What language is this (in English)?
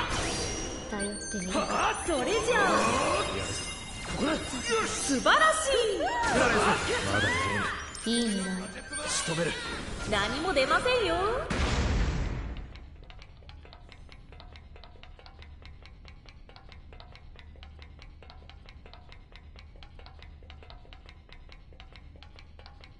Japanese